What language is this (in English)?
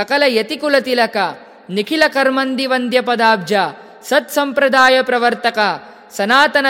Kannada